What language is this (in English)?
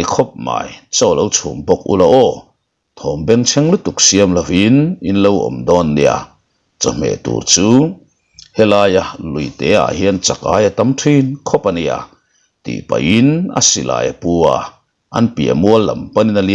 Mizo